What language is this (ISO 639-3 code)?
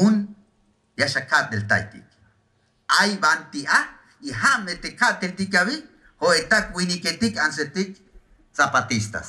tzh